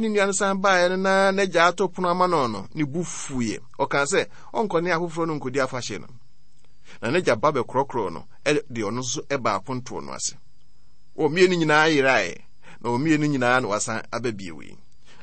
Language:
Akan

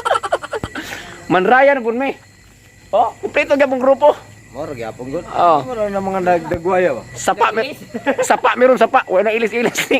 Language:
Cebuano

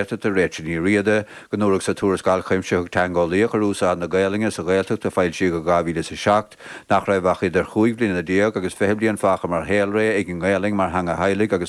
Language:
Irish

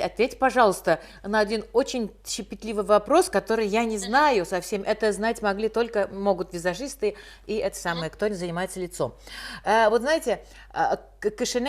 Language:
Tatar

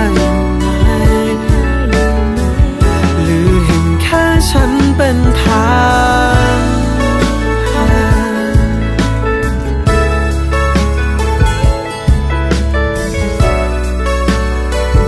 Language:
Thai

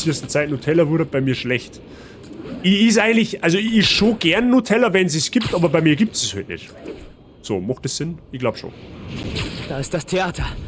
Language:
Bavarian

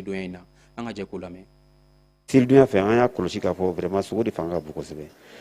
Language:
Bambara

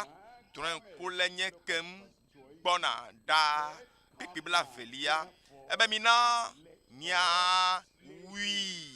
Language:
Ewe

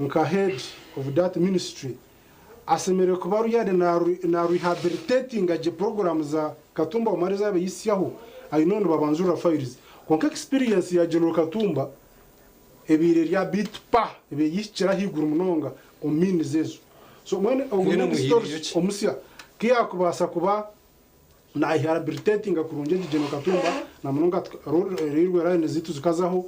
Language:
Nyankole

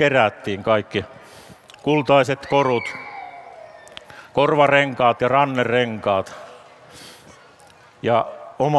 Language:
Finnish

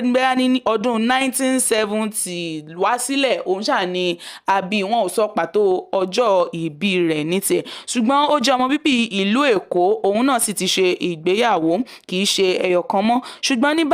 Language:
Yoruba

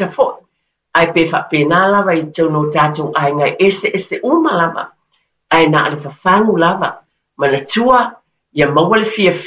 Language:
Samoan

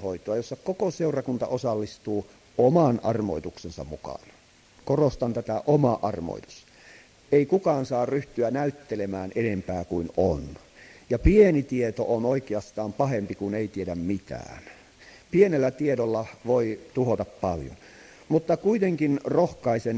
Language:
Finnish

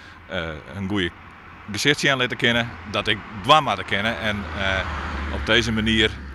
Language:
Western Frisian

